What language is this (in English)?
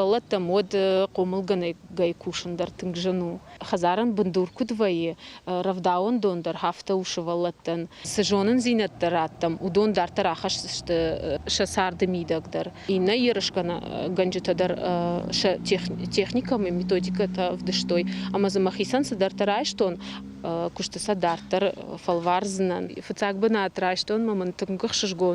Ossetic